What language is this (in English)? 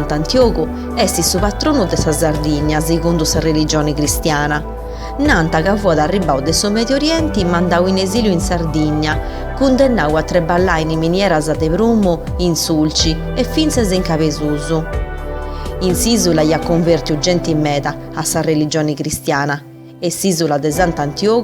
Sardinian